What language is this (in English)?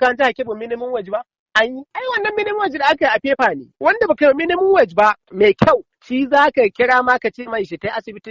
Hausa